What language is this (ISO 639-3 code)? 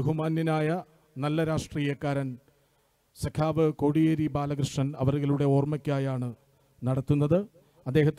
mal